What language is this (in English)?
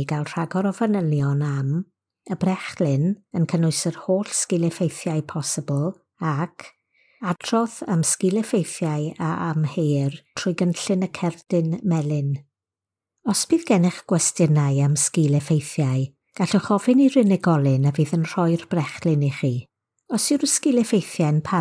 Welsh